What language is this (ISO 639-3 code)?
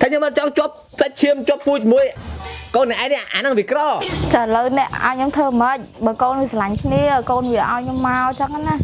khm